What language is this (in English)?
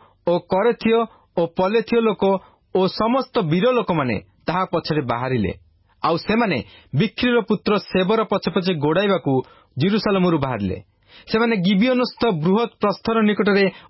Odia